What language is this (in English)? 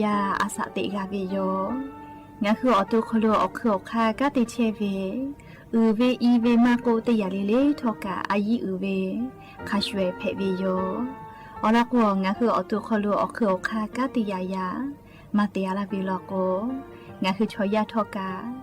Lahu